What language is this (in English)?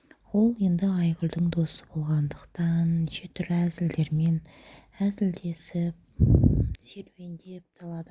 Kazakh